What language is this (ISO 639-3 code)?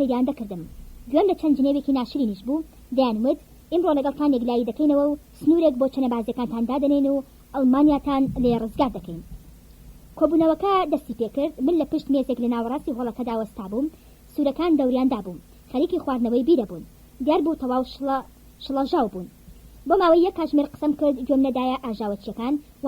ckb